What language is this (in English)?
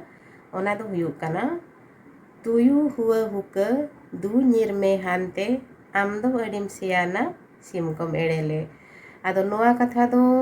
Santali